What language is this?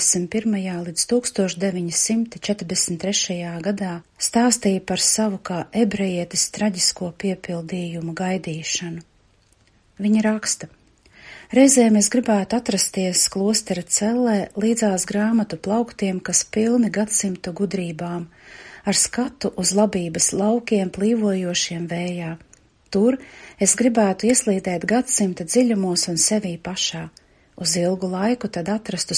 Latvian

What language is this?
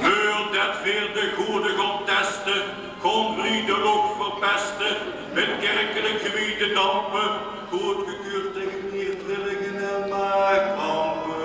Limburgish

